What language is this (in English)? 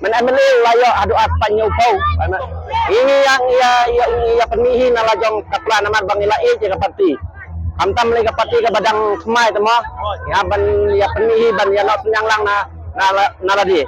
Khasi